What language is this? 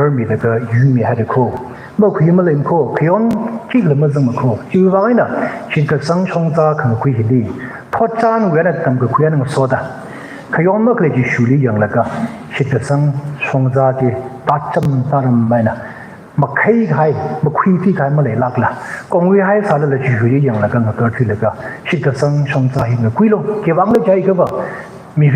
Tangkhul Naga (India)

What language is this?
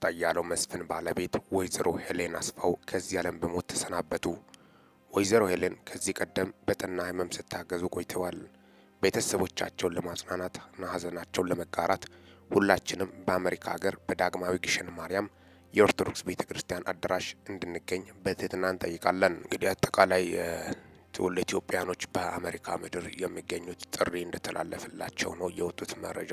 Amharic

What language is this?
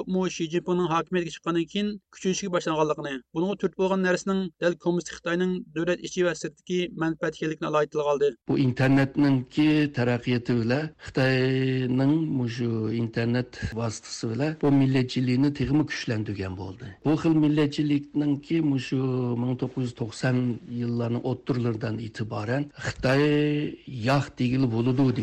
Uyghur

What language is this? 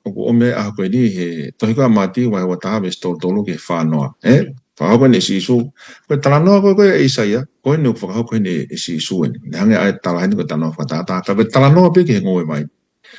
Tongan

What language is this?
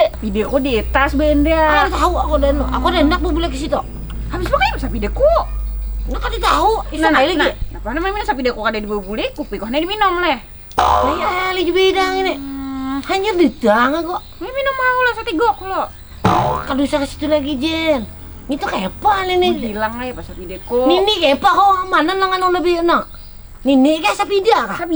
Banjar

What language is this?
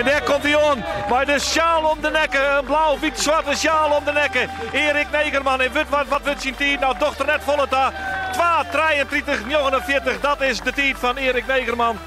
Western Frisian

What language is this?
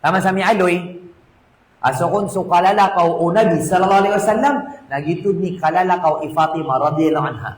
Maranao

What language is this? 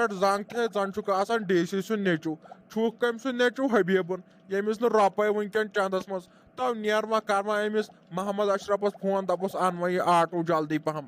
Kashmiri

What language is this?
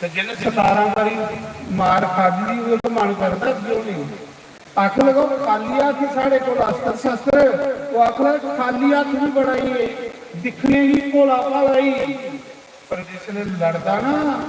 Dogri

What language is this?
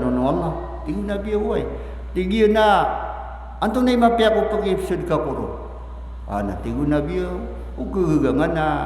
Maranao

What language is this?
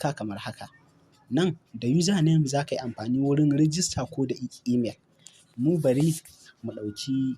Hausa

